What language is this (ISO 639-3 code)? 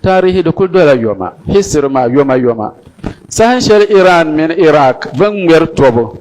dag